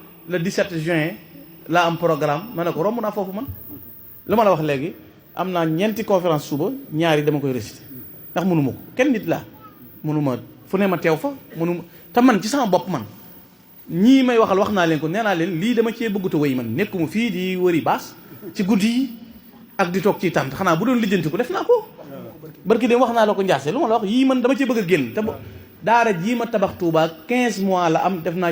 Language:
Wolof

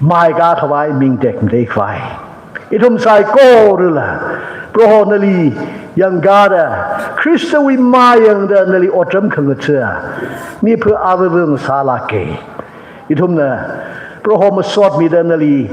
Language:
Tangkhul Naga (India)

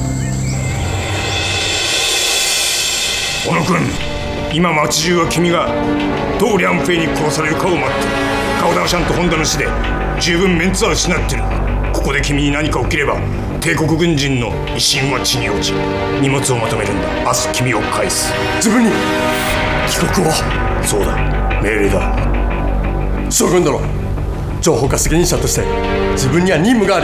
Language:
Japanese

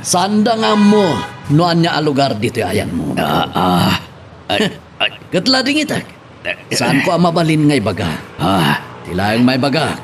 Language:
Iloko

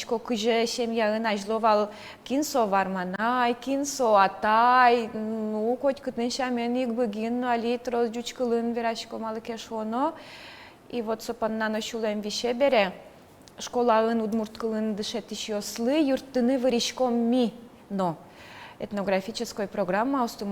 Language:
Udmurt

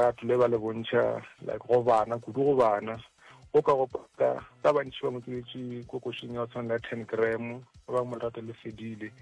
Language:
Northern Sotho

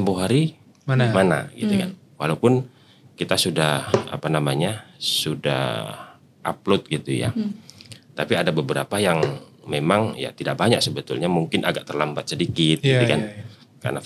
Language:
Indonesian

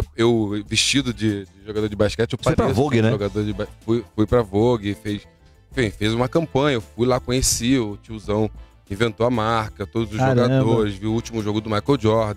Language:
Portuguese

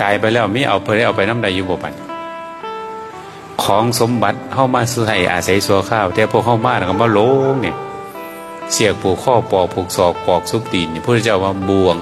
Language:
Northeastern Thai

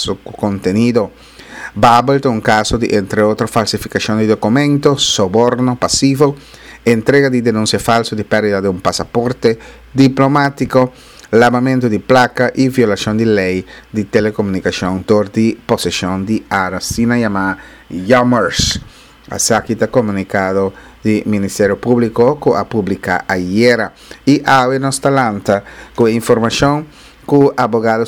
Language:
Papiamento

